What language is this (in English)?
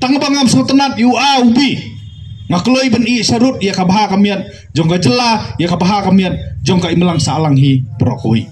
Khasi